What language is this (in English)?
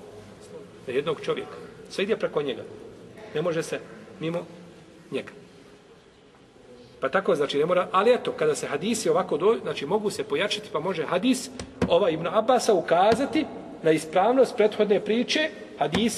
Bosnian